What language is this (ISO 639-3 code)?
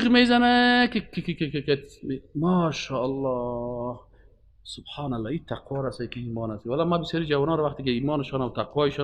fas